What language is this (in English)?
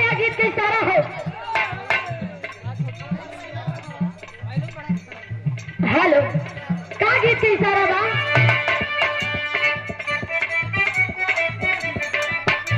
Bhojpuri